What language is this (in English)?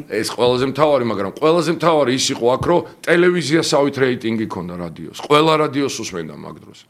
Georgian